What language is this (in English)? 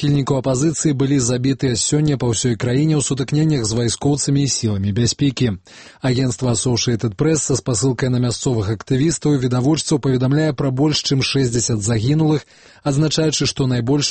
Belarusian